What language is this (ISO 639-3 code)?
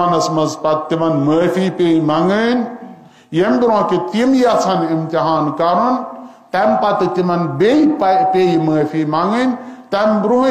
kas